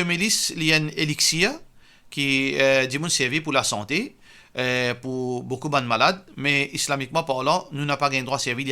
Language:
Morisyen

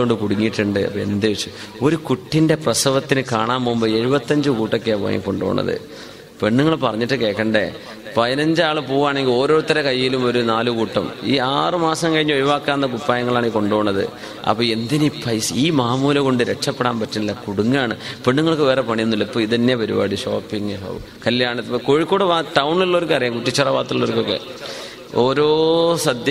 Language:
Malayalam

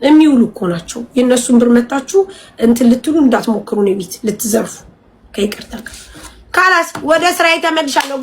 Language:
Amharic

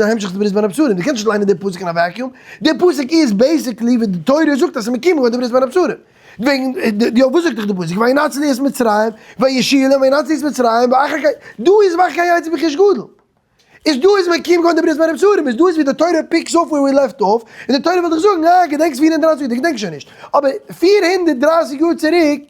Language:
Yiddish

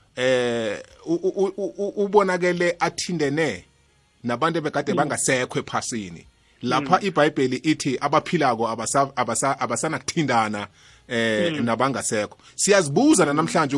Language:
South Ndebele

